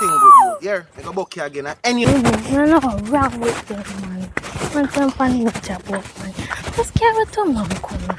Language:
Jamaican Creole English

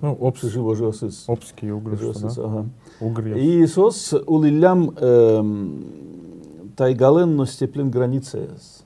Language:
Udmurt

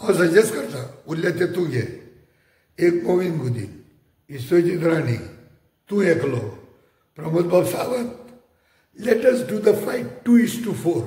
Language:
Konkani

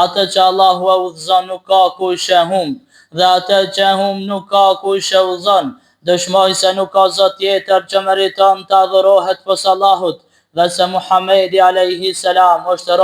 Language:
Albanian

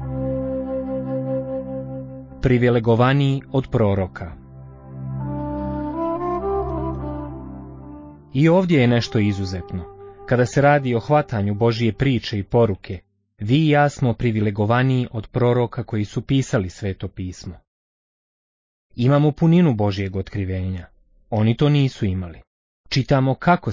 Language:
Bosnian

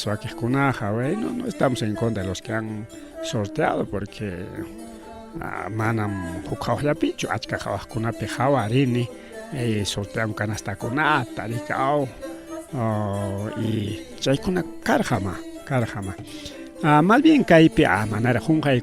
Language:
Ayacucho Quechua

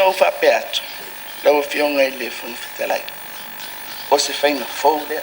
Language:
Samoan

